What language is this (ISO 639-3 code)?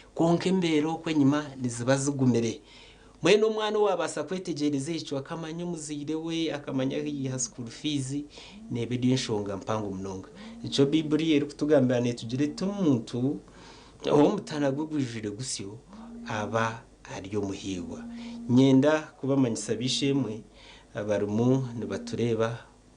nyn